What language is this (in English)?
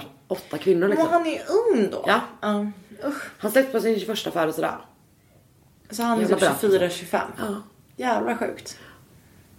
Swedish